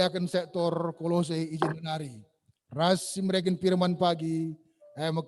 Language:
Batak Karo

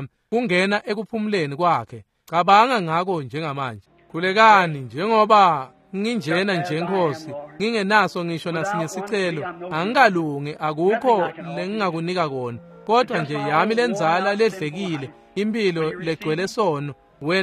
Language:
Swati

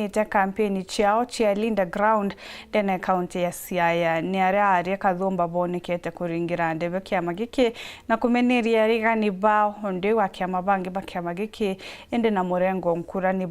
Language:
Meru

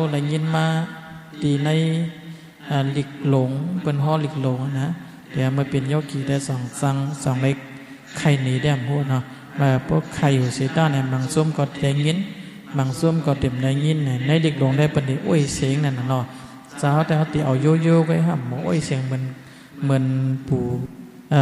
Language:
Shan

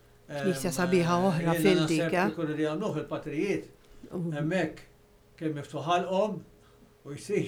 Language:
Maltese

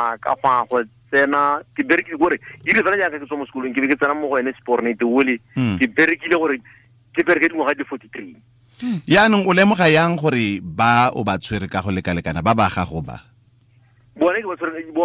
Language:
Tswana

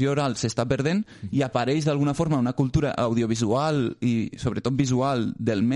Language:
Catalan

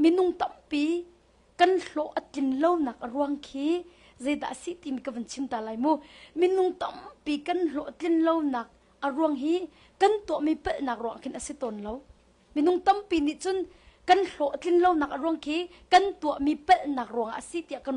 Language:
Hakha Chin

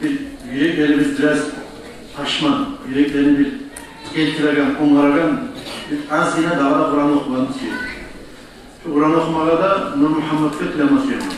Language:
Kumyk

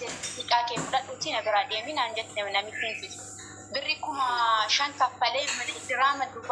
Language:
Oromo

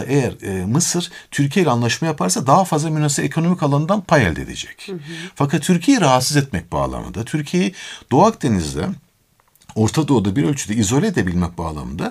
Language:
Turkish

